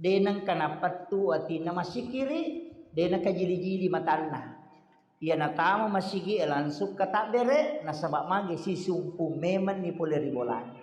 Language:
Buginese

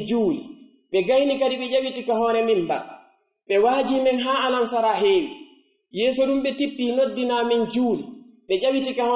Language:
Pular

